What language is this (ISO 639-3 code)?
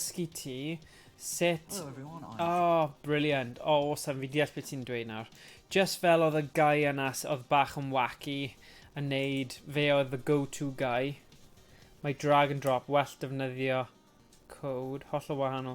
cym